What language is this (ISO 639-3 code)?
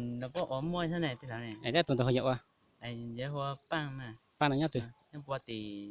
hmn